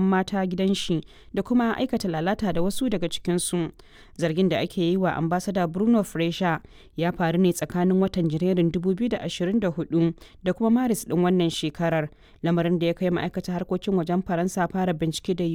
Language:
Hausa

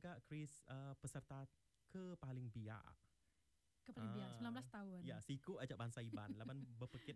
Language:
Iban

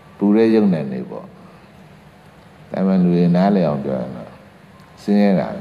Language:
Burmese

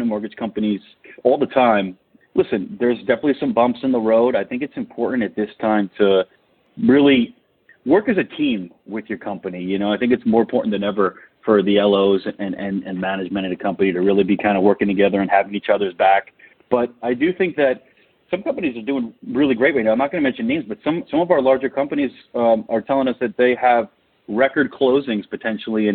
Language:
English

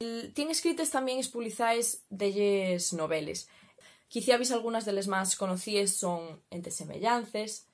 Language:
Asturian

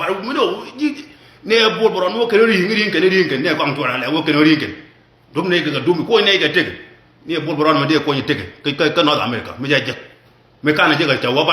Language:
Nuer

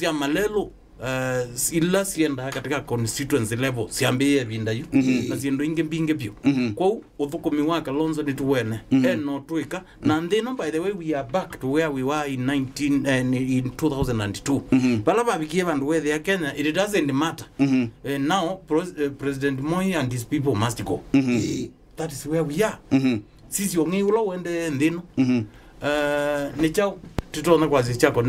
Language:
Kamba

